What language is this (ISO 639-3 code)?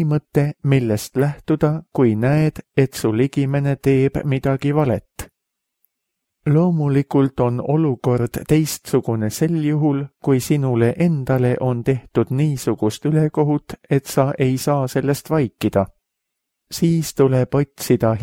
est